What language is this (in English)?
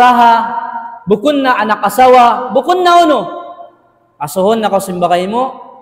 Tausug